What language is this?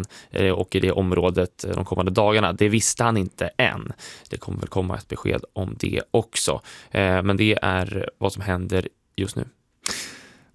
Swedish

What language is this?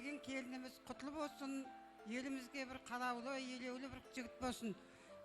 Kara-Kalpak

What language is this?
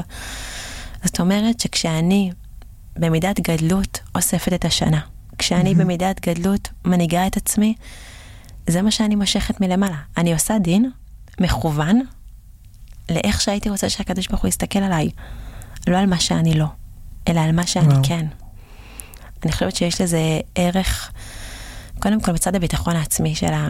Hebrew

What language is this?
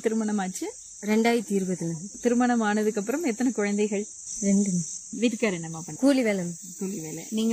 Tamil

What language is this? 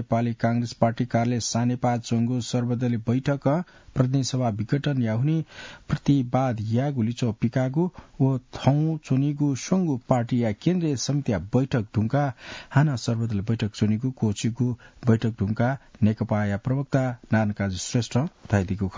Newari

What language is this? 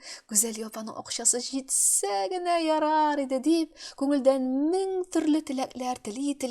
Tatar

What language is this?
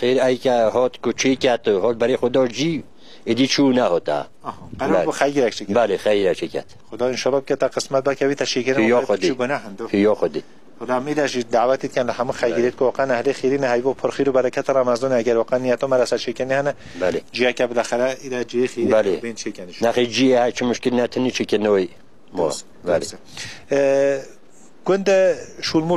Kurdish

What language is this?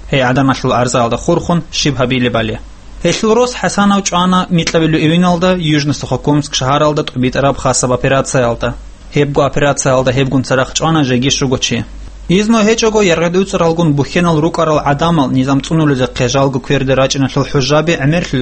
Avaric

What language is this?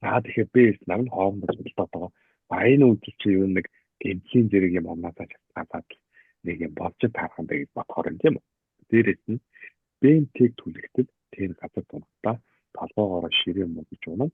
Mongolian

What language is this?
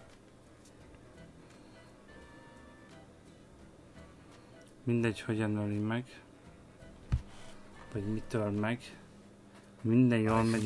Hungarian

